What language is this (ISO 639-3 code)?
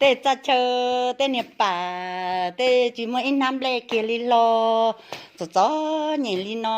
hmn